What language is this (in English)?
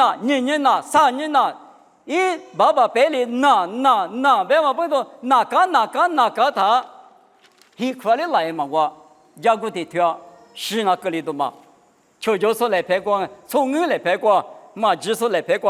Lisu